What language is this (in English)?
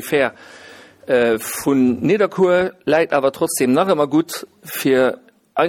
Luxembourgish